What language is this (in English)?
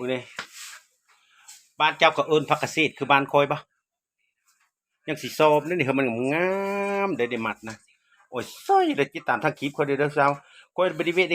Lao